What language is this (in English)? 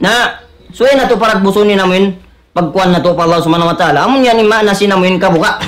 Tausug